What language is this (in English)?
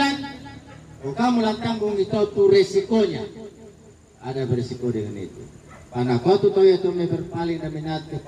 Toraja-Sa'dan